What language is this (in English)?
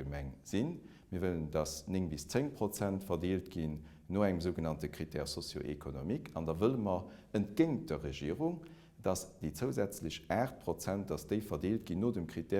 Luxembourgish